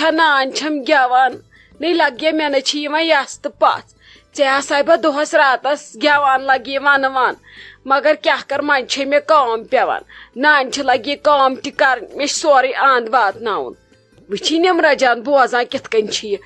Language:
Kashmiri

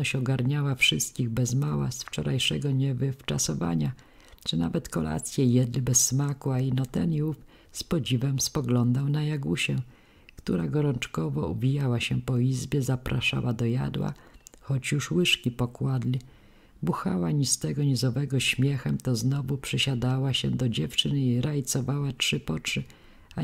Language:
Polish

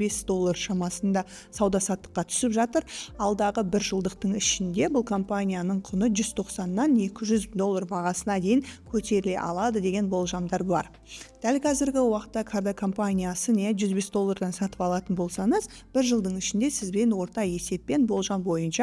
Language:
Kazakh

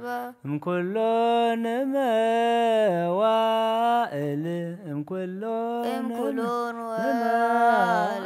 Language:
Geez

